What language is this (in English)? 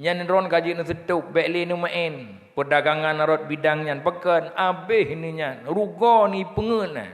Achinese